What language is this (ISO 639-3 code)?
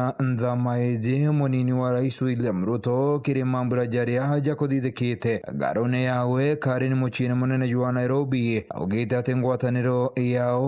mer